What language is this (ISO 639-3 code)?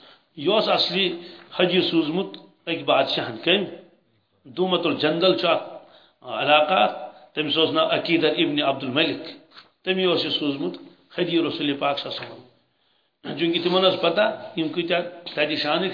kas